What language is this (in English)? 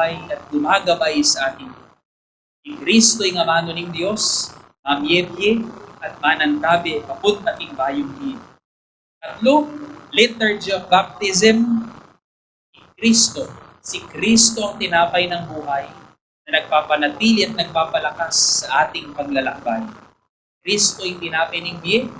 Pampanga